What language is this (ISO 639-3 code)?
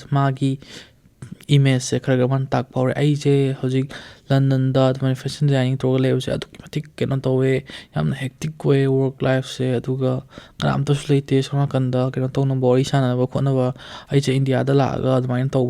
mni